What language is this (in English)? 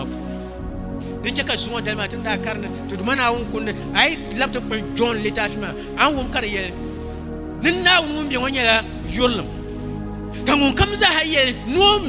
Dagbani